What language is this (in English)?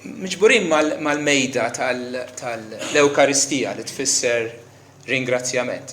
Maltese